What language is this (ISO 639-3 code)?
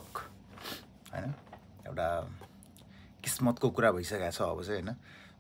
nep